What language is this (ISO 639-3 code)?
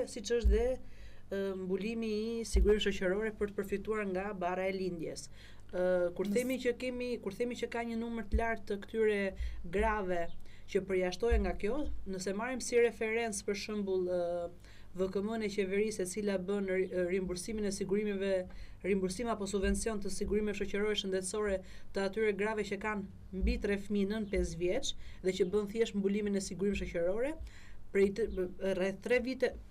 sqi